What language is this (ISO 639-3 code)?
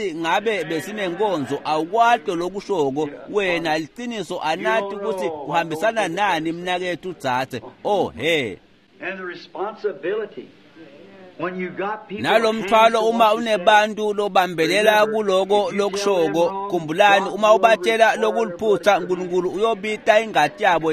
ssw